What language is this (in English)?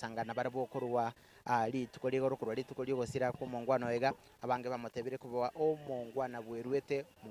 Gusii